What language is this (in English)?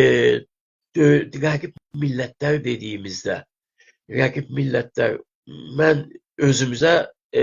South Azerbaijani